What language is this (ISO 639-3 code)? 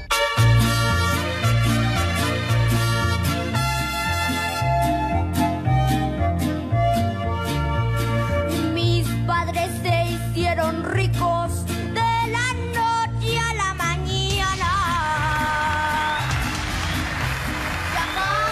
spa